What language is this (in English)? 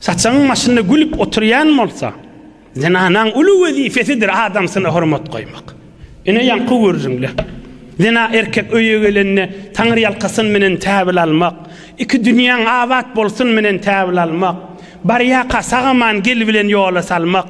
Turkmen